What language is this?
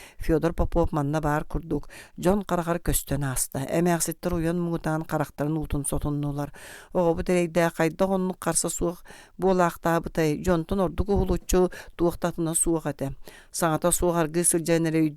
Yakut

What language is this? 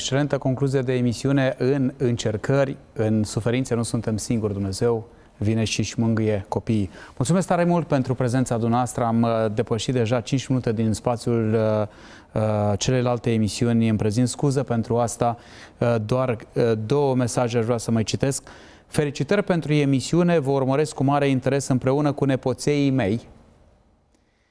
Romanian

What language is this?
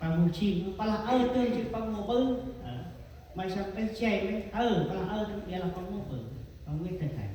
Central Mnong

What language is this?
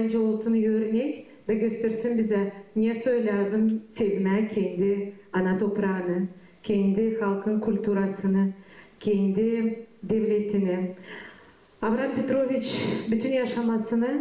Gagauz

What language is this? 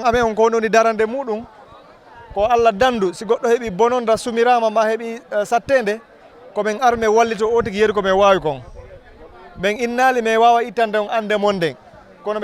Fula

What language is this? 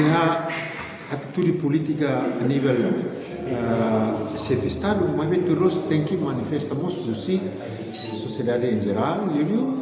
Tetum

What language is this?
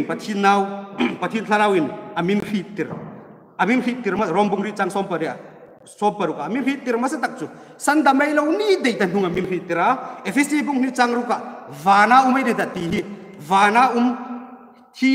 Hmar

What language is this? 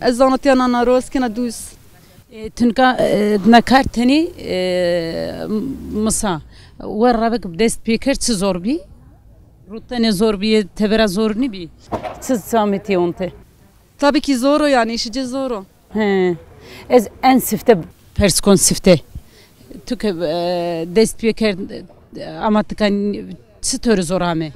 Zaza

